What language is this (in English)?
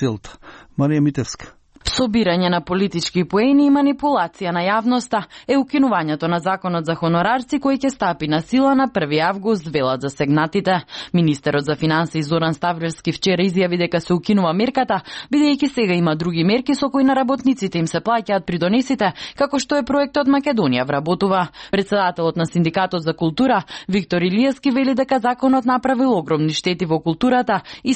Macedonian